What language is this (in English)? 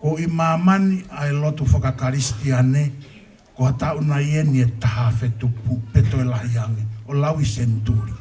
Tongan